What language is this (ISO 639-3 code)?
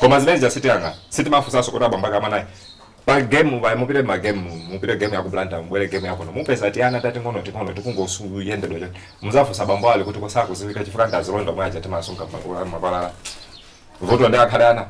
nya